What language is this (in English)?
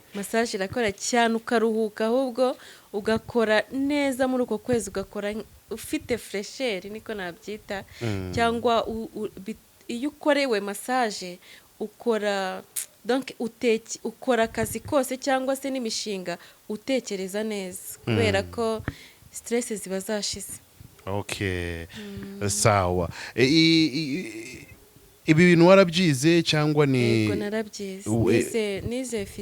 Kinyarwanda